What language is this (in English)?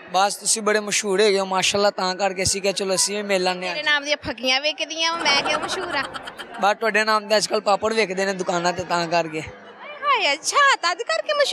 Punjabi